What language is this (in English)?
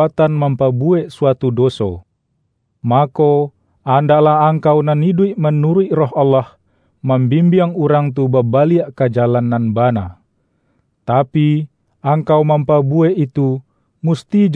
Minangkabau